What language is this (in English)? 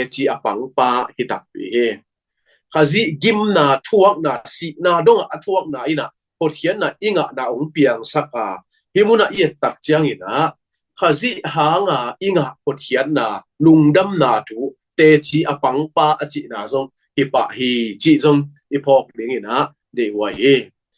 Tedim Chin